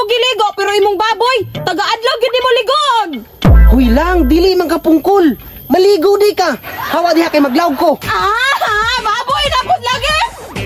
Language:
Cebuano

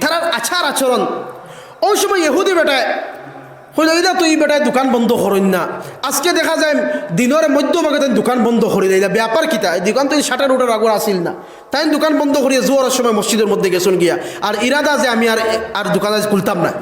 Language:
Sylheti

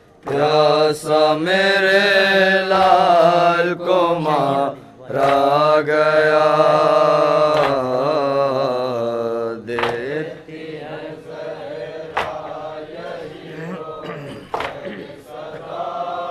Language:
Urdu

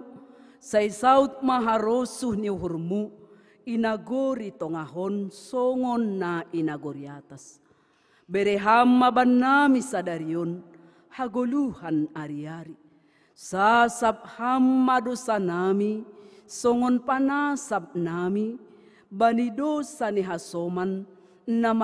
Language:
Batak Simalungun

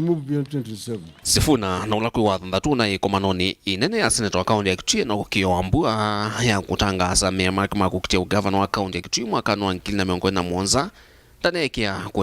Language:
Kamba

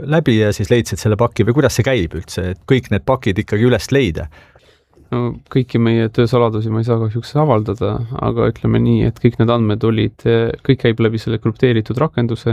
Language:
Estonian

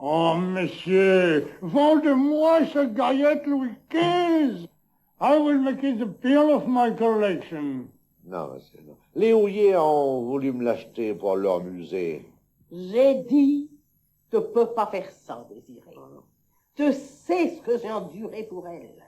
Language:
Picard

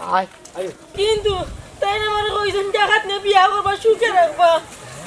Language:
Sylheti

